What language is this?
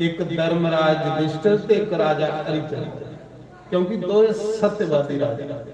Dogri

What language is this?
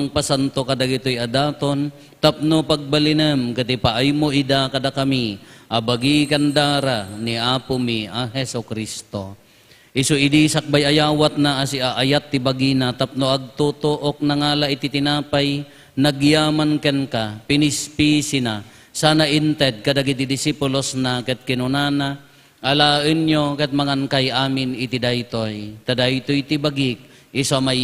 Iloko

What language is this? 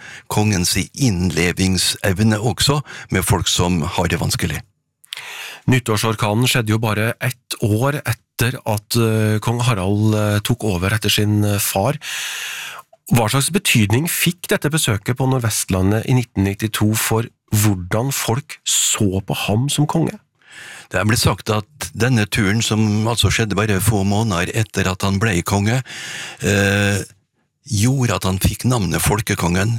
Norwegian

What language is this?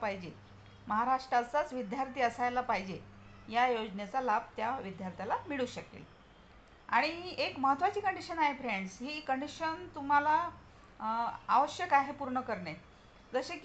Marathi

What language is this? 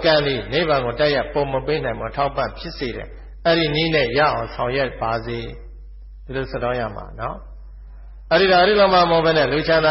Burmese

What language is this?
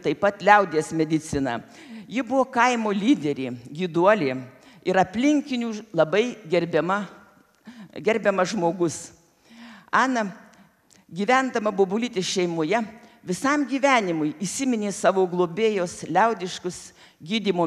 Lithuanian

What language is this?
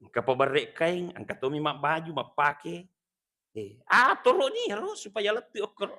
Buginese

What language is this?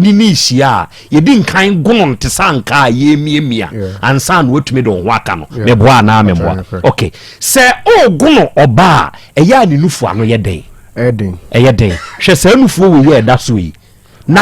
Akan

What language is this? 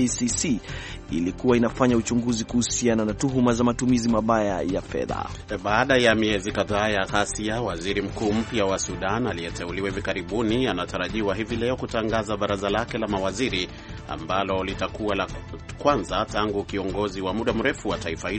Swahili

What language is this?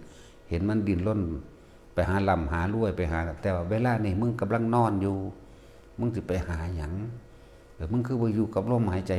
Northeastern Thai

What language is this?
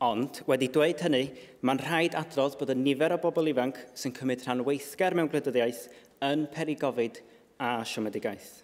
Welsh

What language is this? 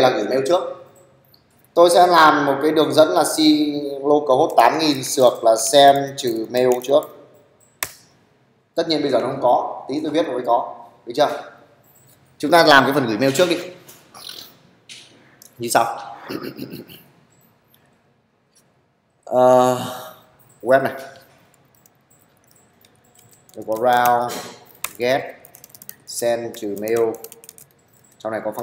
Vietnamese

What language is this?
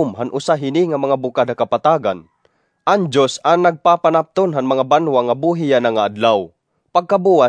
Waray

